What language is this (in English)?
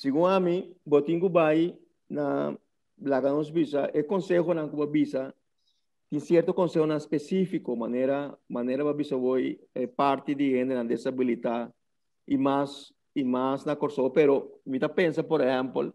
Papiamento